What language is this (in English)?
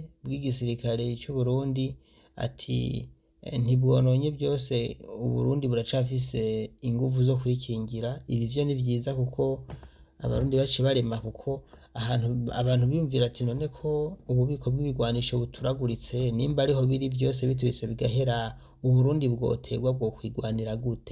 Rundi